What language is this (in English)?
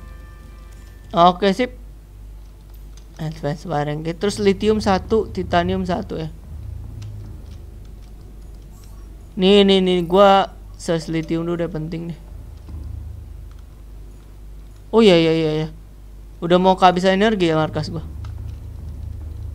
Indonesian